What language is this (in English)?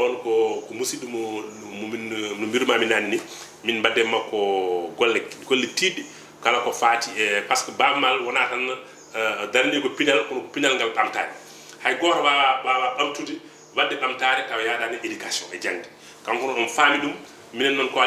Fula